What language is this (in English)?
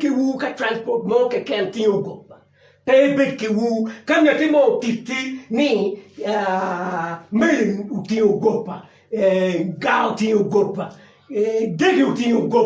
Acoli